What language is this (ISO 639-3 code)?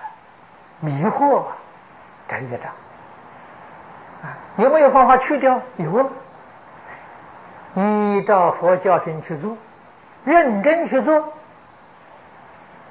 zho